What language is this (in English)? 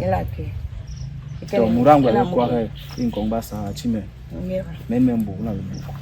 Basaa